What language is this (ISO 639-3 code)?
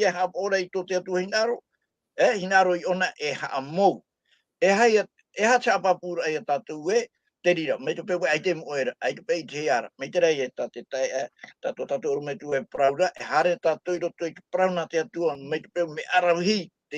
tah